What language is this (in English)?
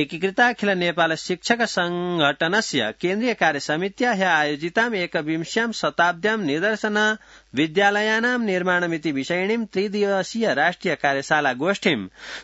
Sanskrit